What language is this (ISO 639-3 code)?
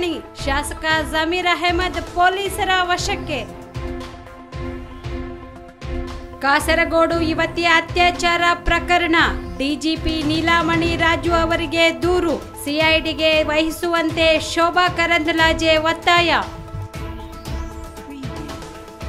kan